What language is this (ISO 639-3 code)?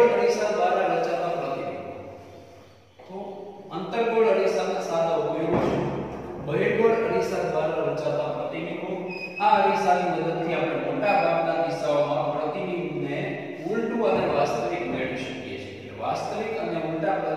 guj